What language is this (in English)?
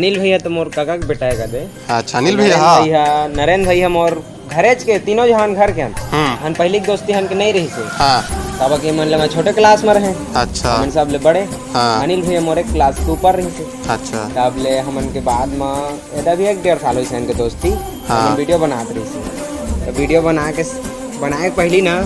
Chhattisgarhi